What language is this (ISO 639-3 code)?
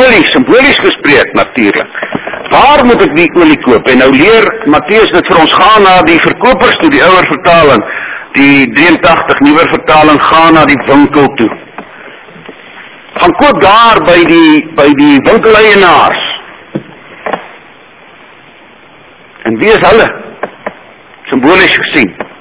afr